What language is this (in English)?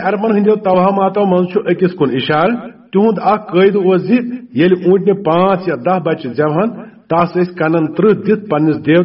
Kashmiri